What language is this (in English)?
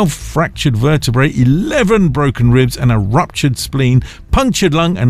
English